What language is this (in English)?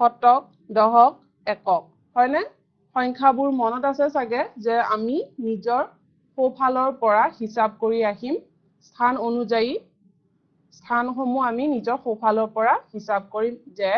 Assamese